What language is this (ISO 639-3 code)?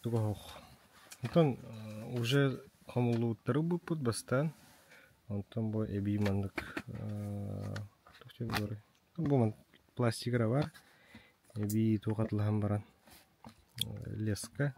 sah